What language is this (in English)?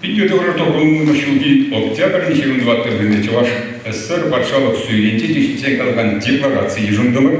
Chuvash